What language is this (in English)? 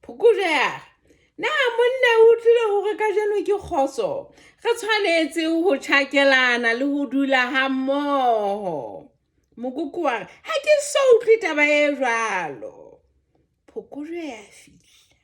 Southern Sotho